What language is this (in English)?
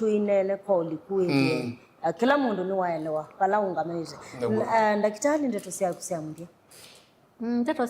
Kamba